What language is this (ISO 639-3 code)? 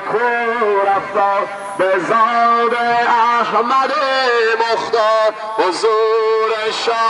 fas